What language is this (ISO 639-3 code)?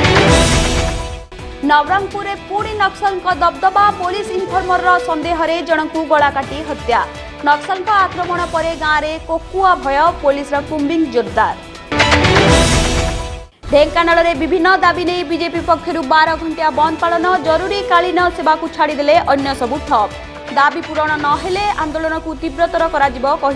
ori